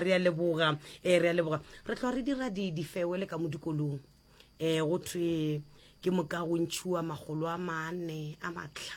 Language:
Northern Sotho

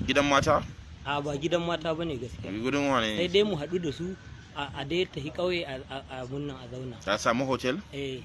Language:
Hausa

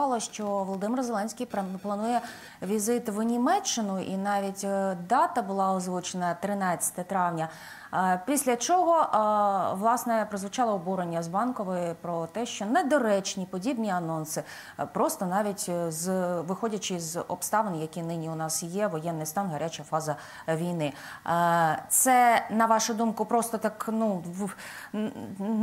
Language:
Ukrainian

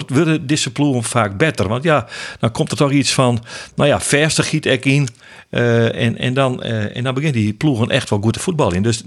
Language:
Western Frisian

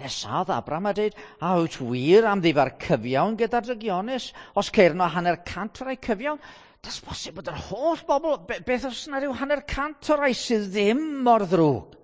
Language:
Welsh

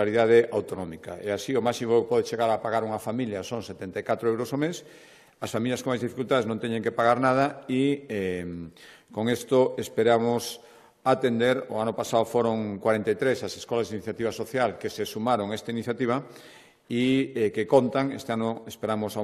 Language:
Galician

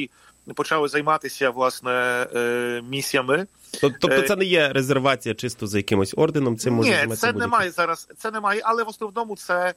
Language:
Ukrainian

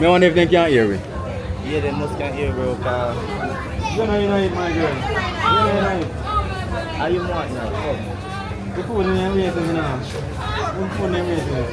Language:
Jamaican Creole English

